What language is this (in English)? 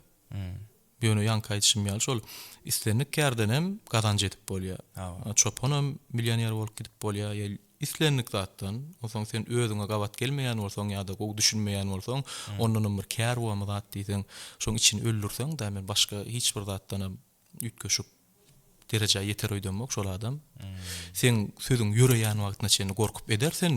Turkmen